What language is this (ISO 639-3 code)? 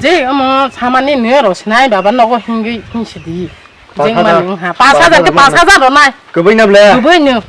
trp